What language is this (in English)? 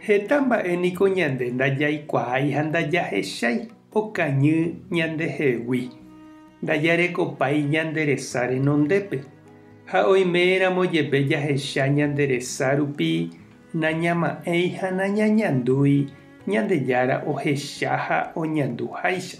Guarani